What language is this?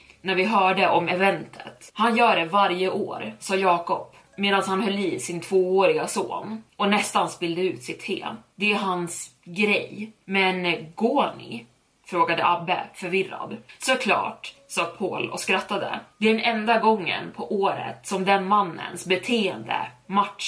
Swedish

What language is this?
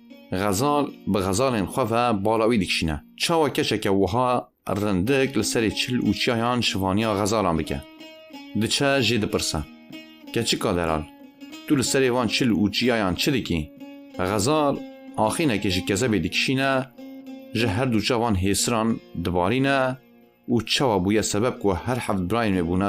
Kurdish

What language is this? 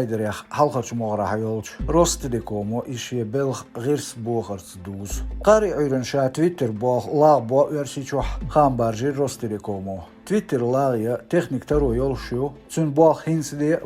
Chechen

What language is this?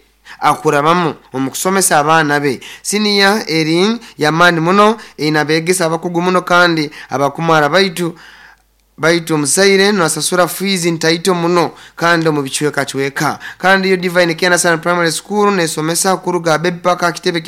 Nyoro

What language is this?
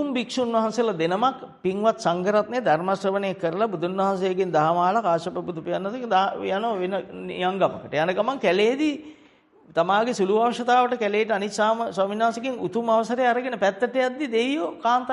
Sinhala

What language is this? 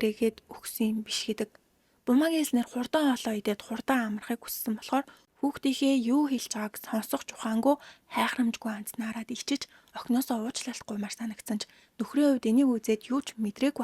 Mongolian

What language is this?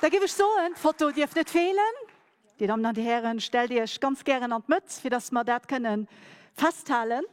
Luxembourgish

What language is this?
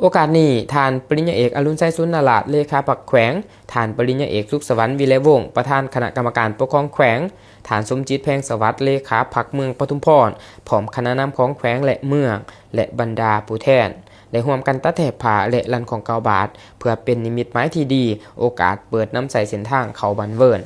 Lao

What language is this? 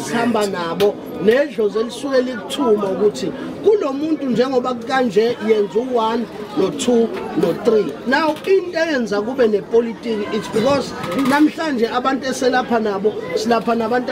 Zulu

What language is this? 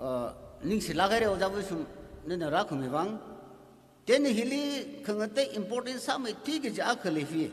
Tangkhul Naga (India)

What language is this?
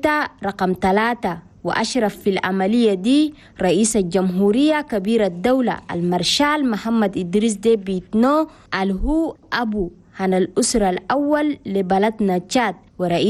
Chadian Arabic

